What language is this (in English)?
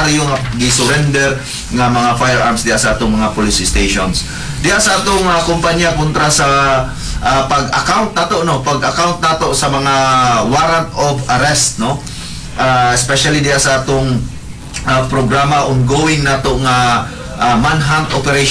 Cebuano